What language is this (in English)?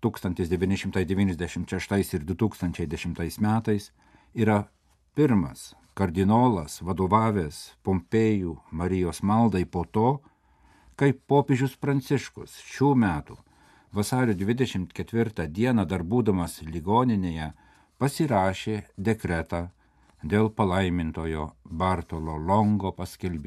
Lithuanian